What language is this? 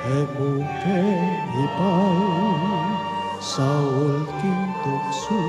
Pampanga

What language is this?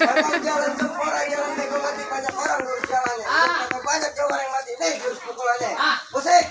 Betawi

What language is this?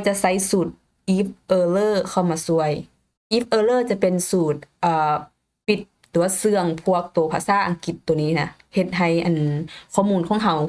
Lao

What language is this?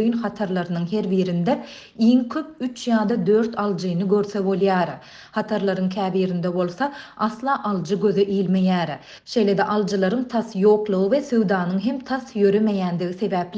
Turkmen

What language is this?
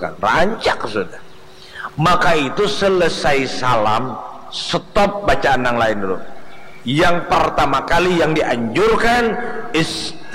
Banjar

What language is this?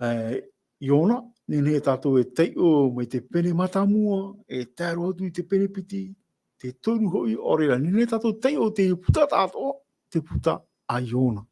Tahitian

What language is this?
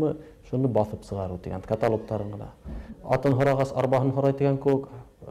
Bashkir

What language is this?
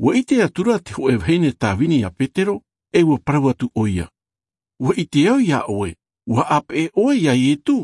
Tahitian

